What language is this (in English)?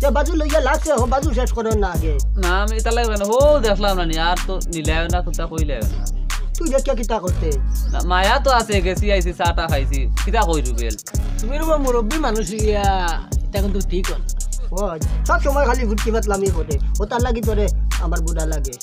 Sylheti